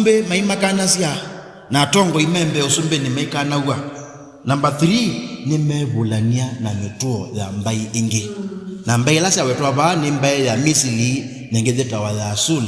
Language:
Kamba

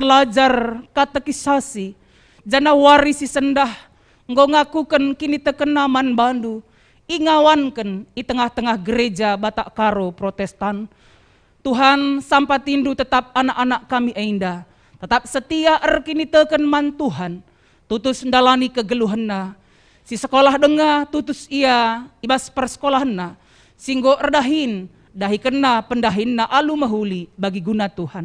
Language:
Batak Karo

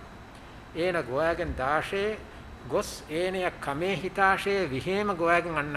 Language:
Divehi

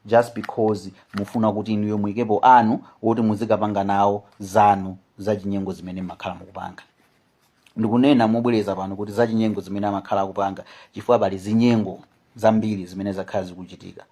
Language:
Nyanja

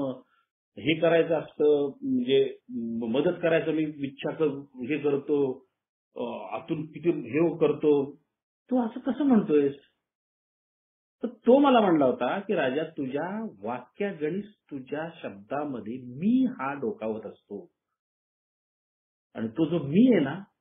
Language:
Marathi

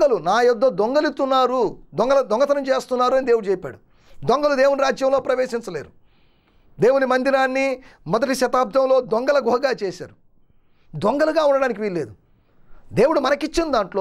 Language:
Telugu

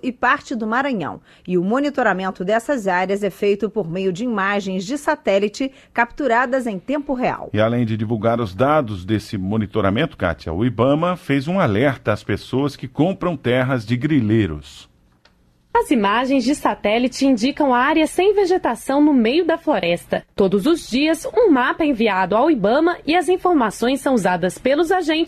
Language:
Portuguese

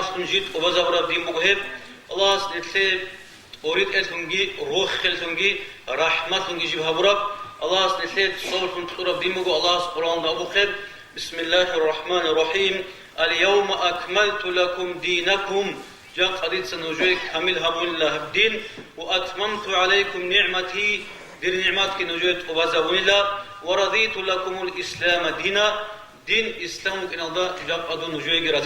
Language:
Avaric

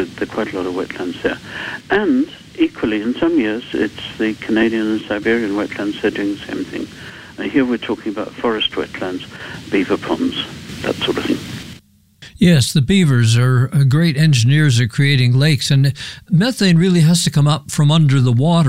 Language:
English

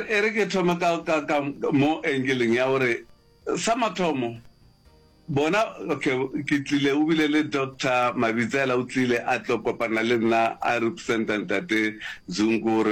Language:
Northern Sotho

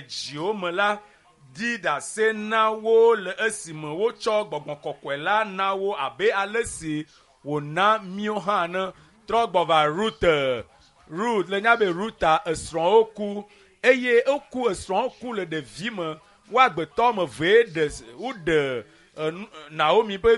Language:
Ewe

